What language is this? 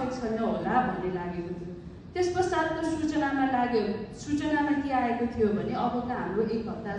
Nepali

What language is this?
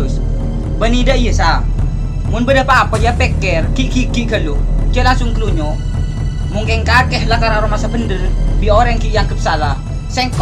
Madurese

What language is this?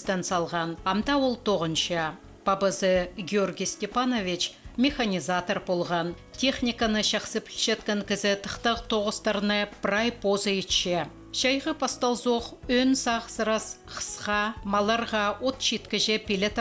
Khakas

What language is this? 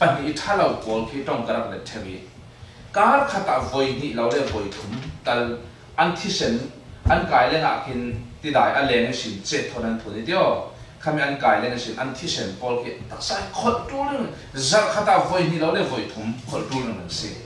Falam Chin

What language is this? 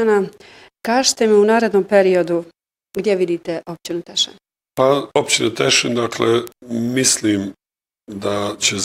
Bosnian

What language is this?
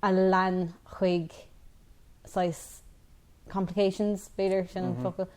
Irish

